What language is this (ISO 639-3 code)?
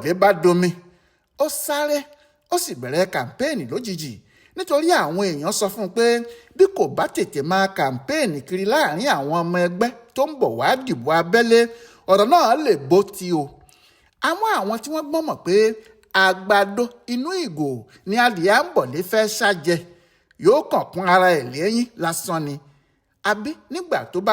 yor